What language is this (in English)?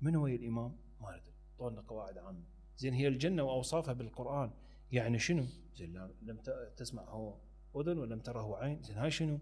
Mesopotamian Arabic